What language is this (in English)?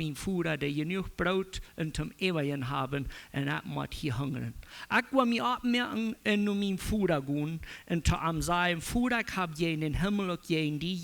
Plautdietsch